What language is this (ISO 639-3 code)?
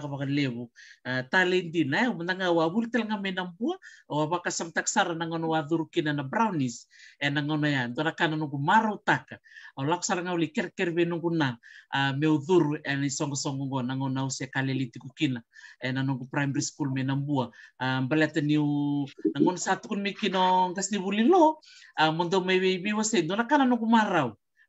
fij